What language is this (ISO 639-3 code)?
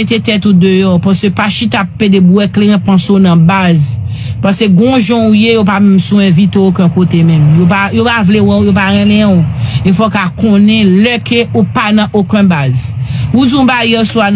hat